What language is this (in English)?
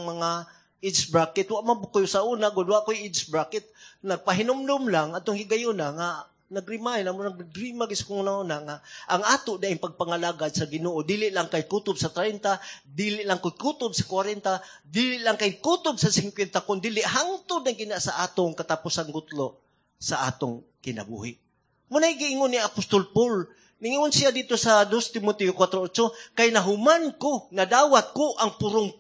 Cebuano